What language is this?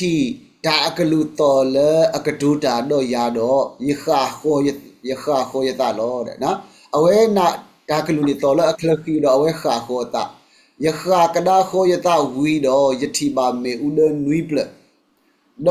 S'gaw Karen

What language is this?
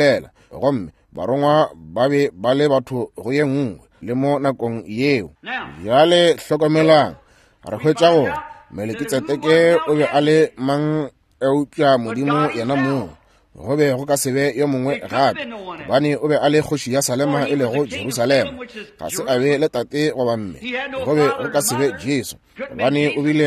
Northern Sotho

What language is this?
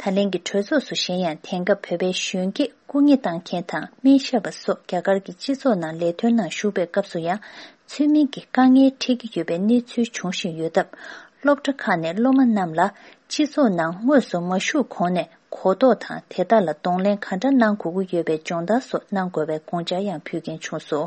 Tibetan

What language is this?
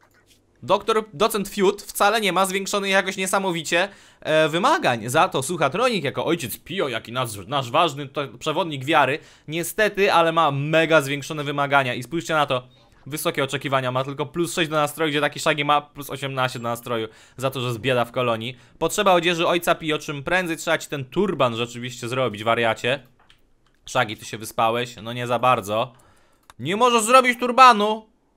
Polish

